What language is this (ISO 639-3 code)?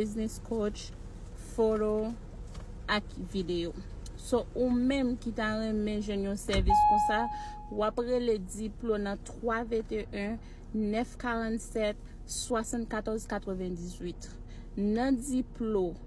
hat